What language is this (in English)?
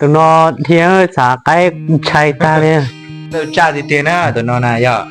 Hmong